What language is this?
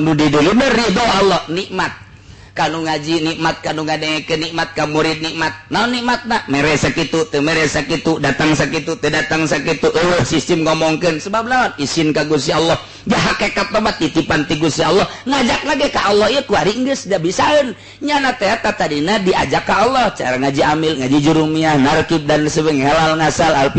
Sundanese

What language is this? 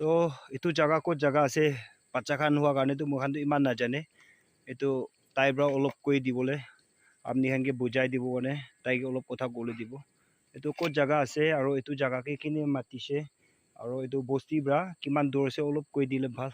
Naga Pidgin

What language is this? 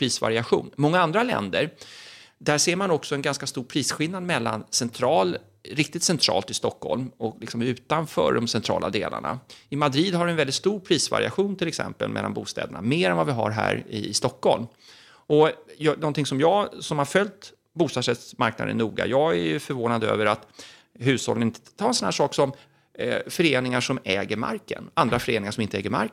Swedish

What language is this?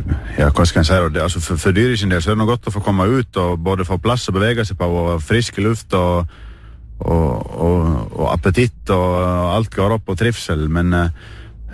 Norwegian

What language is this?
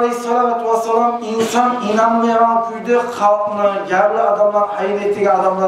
Kumyk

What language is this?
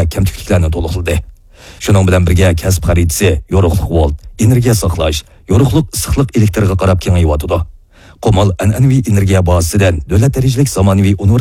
Uyghur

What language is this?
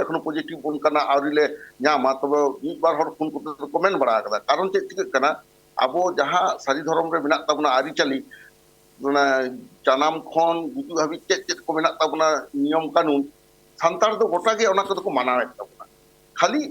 Santali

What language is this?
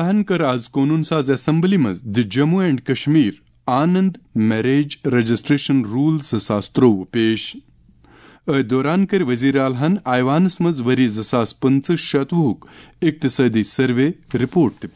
Kashmiri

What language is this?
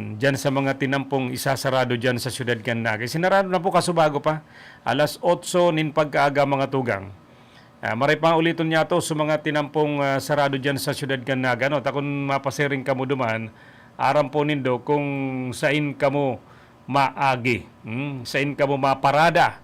Bikol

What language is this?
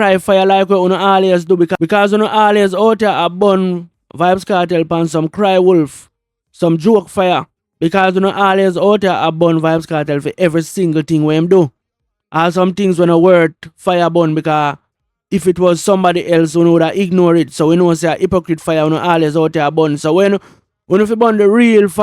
Jamaican Creole English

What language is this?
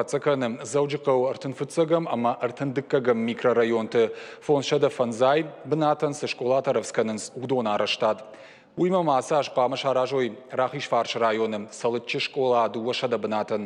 Ossetic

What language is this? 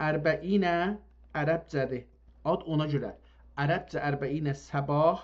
South Azerbaijani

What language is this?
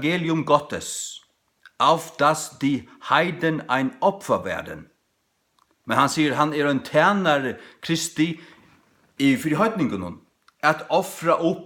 Faroese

